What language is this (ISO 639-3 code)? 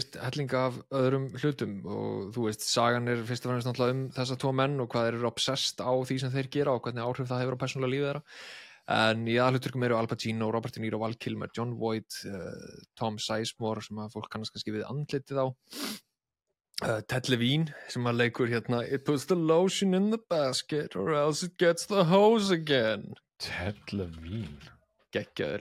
isl